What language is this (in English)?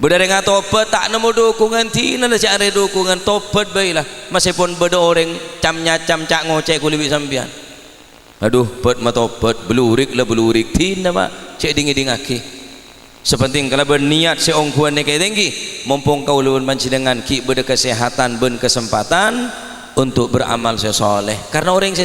Madurese